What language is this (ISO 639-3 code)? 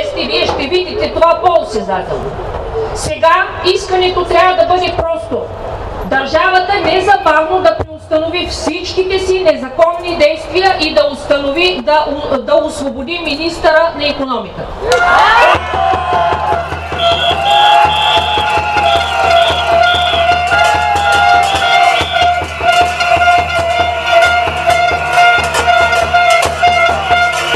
bul